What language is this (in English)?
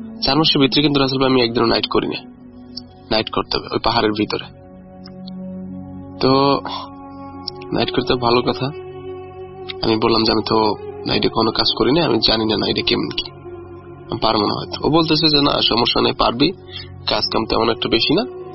Bangla